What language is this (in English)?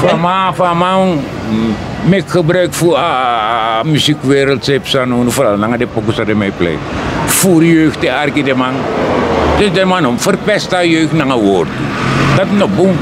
Sranan Tongo